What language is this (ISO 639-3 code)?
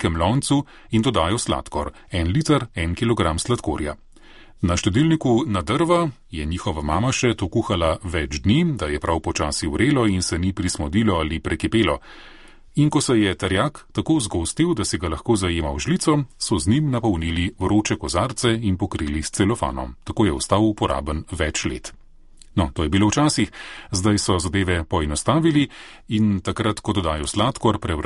slv